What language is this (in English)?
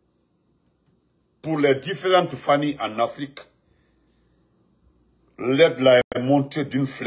French